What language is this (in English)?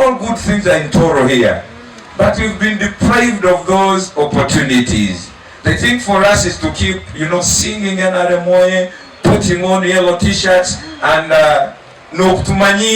Nyankole